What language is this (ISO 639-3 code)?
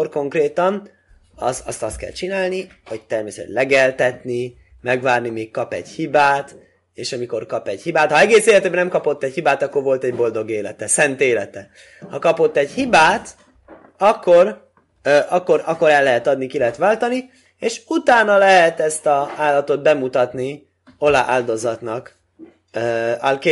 hun